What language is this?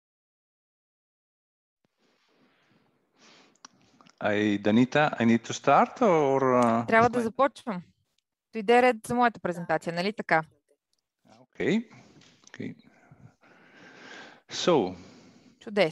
Bulgarian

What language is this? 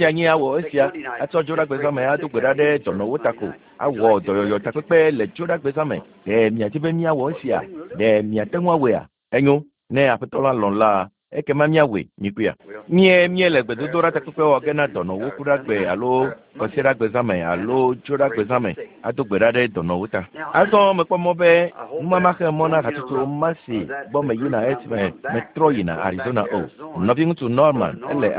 Ewe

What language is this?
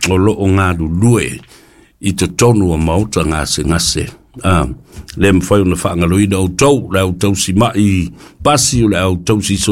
Samoan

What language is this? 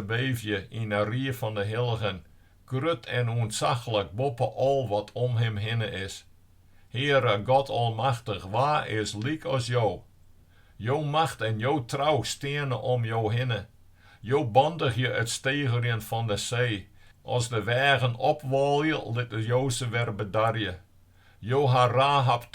Western Frisian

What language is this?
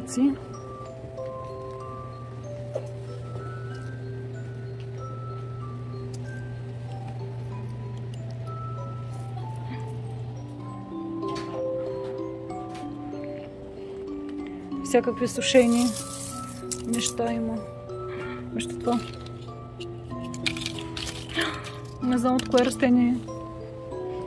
Bulgarian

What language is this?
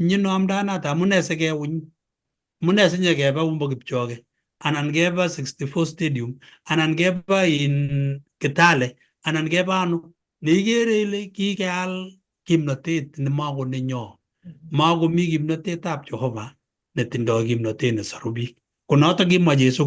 Kalenjin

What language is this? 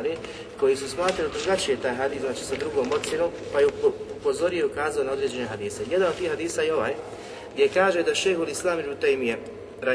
Bosnian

